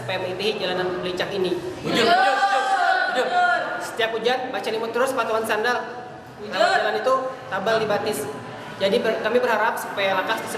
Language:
Banjar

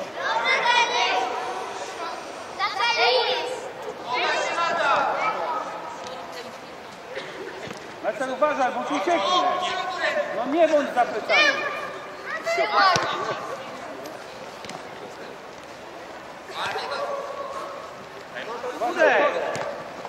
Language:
Polish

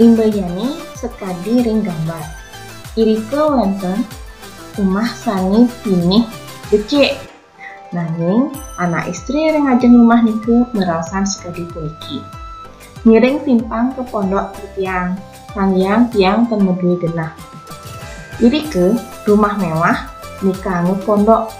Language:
Balinese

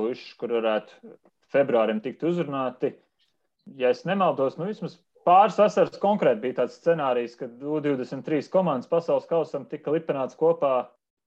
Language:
Latvian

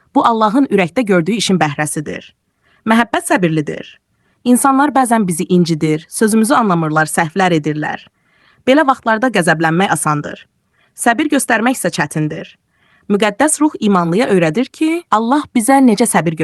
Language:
Azerbaijani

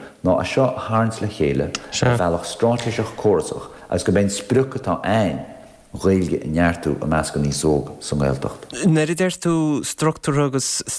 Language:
Irish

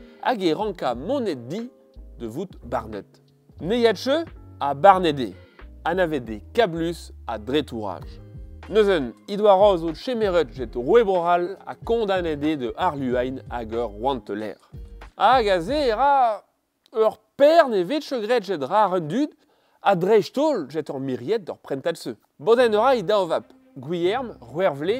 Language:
Breton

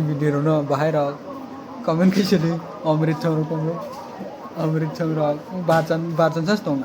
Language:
Kok Borok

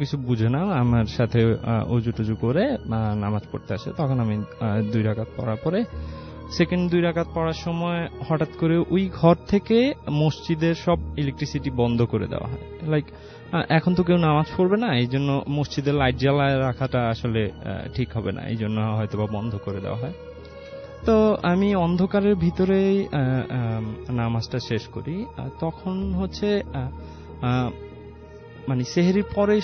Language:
Bangla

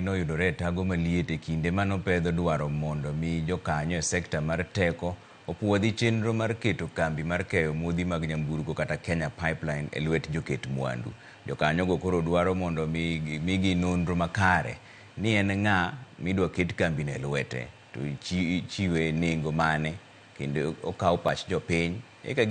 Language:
Luo (Kenya and Tanzania)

